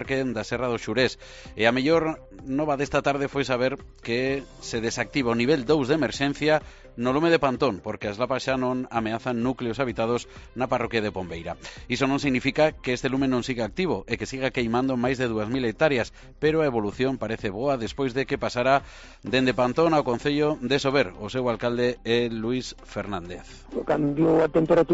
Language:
Galician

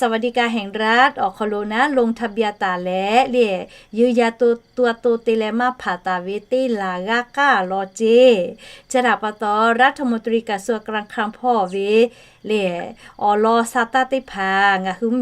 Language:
Lahu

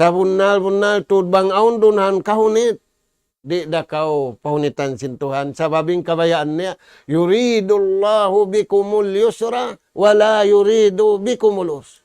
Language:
Tausug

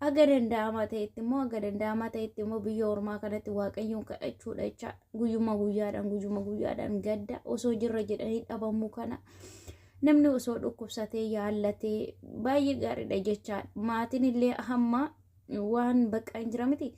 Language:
Oromo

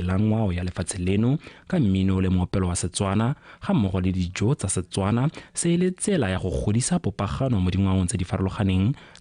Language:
Tswana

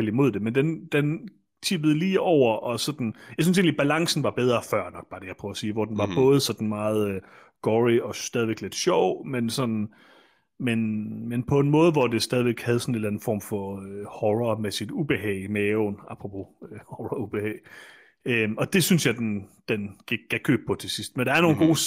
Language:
Danish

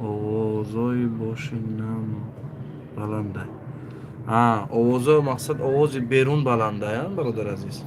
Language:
Tajik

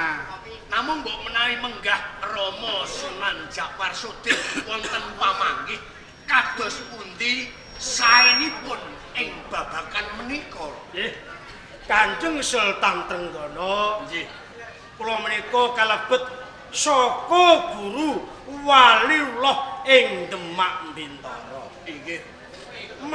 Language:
Javanese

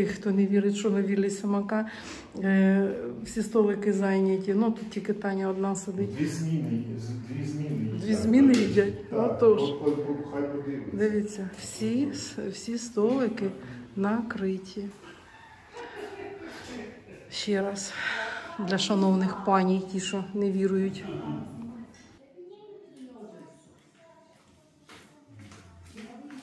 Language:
Ukrainian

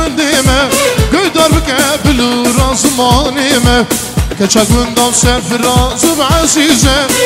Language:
Kurdish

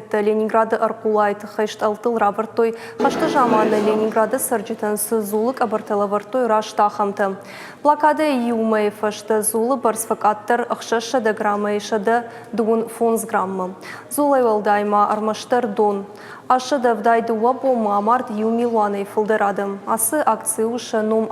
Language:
Ossetic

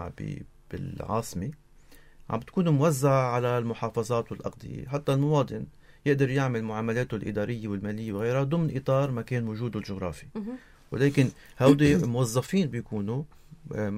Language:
North Levantine Arabic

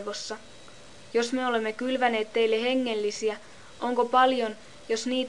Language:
Finnish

